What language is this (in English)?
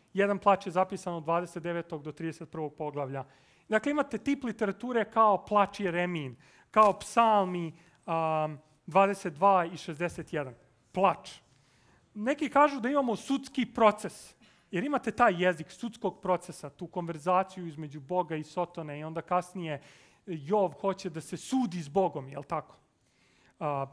Serbian